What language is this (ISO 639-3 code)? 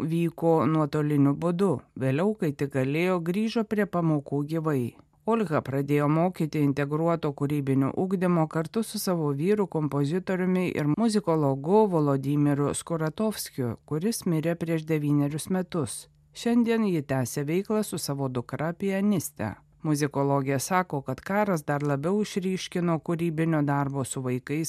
lit